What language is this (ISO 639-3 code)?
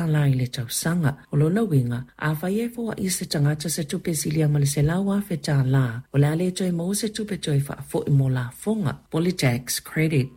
smo